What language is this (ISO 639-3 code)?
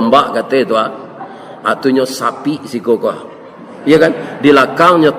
min